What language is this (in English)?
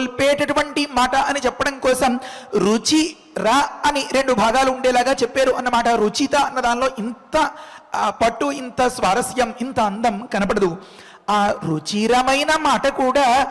Telugu